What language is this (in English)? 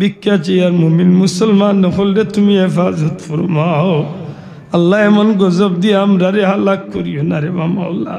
Sylheti